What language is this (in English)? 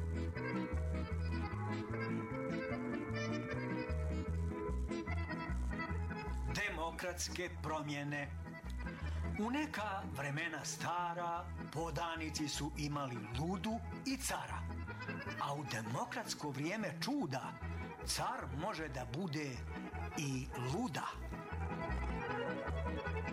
Serbian